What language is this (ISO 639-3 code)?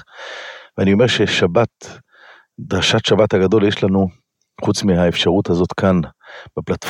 heb